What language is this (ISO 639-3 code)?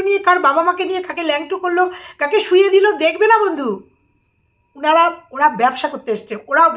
ben